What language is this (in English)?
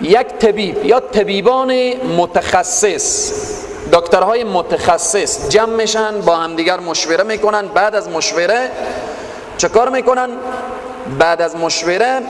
Persian